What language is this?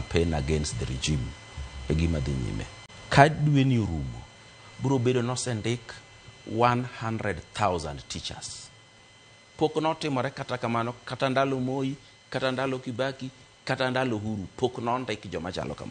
Luo (Kenya and Tanzania)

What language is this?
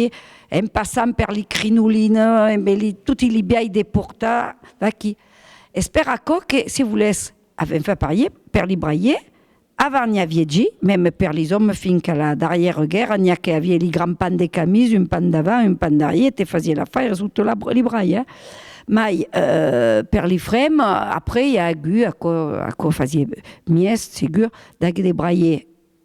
Occitan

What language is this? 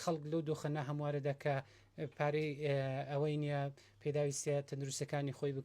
Central Kurdish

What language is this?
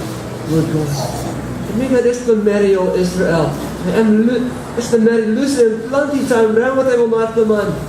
Tok Pisin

